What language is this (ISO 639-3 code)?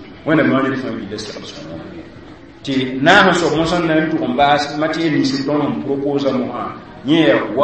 mos